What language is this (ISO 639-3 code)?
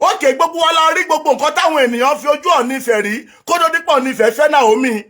yor